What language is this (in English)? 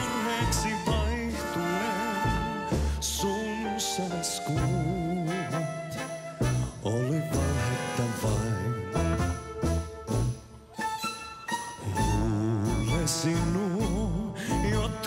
Finnish